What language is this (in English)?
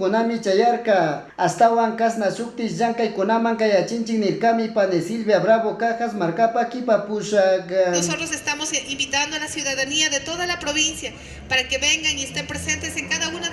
Chimborazo Highland Quichua